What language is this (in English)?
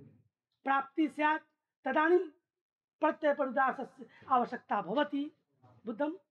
Sanskrit